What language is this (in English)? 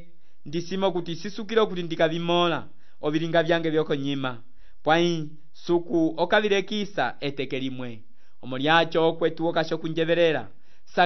Umbundu